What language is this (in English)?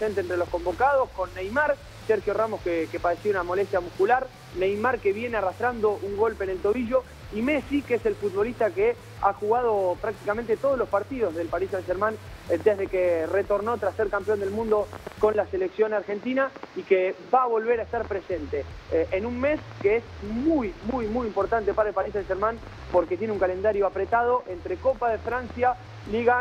Spanish